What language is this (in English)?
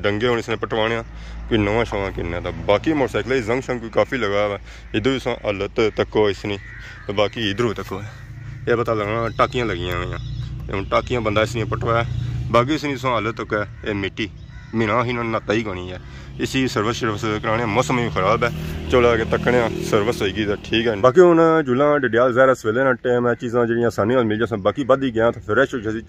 Pahari-Potwari